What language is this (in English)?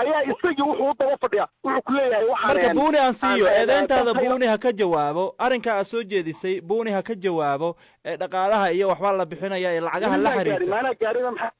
Somali